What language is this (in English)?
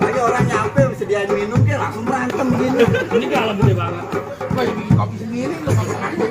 Betawi